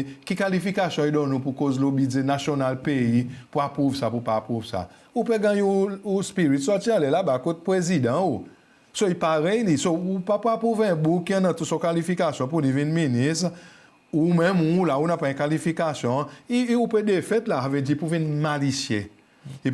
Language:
Seselwa Creole French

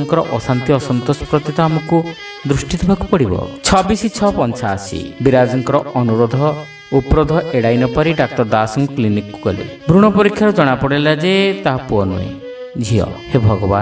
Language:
Odia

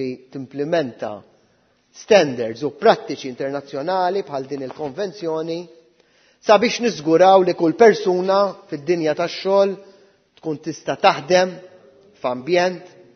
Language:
Maltese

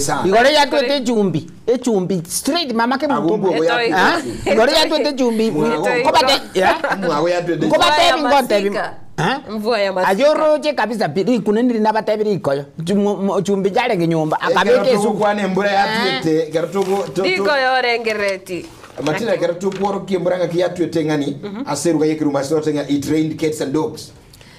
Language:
Gusii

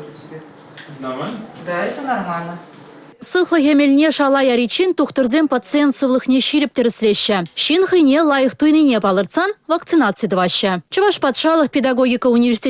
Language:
Chuvash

